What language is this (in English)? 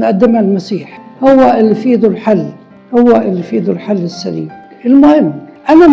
Egyptian Arabic